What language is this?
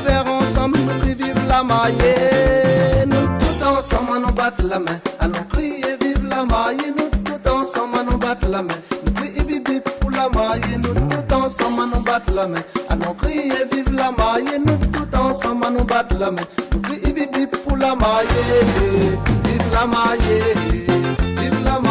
Réunion Creole French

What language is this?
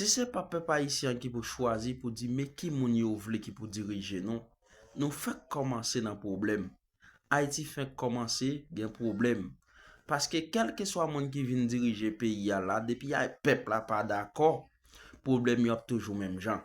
Haitian Creole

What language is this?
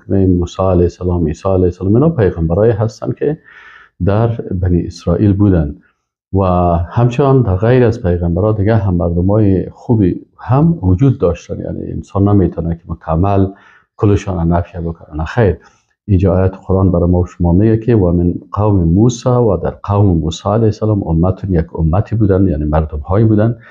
Persian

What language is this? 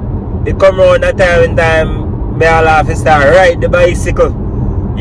Jamaican Creole English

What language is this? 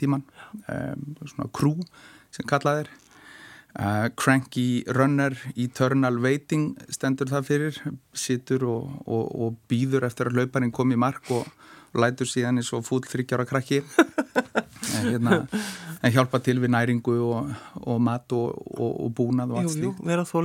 Icelandic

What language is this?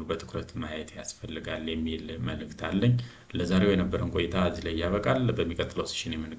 Amharic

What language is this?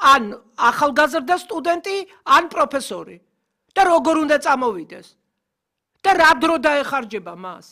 Georgian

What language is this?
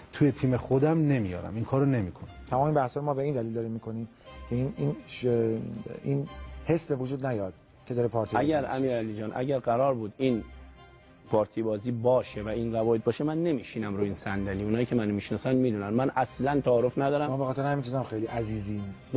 Persian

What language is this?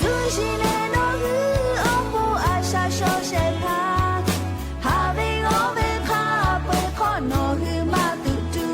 Lahu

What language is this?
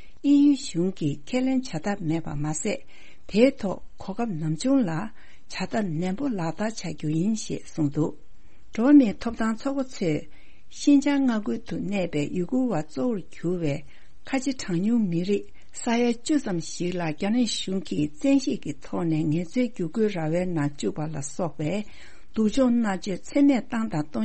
Tibetan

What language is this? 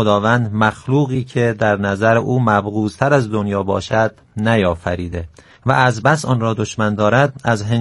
Persian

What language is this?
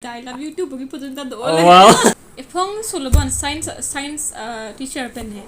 Karbi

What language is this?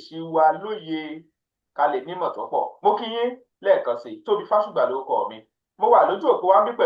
Yoruba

